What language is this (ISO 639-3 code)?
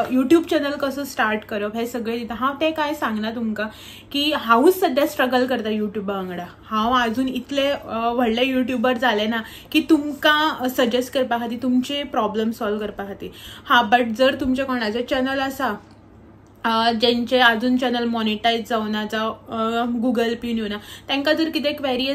kok